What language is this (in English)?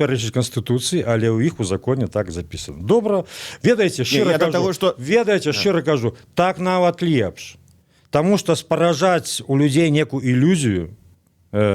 Belarusian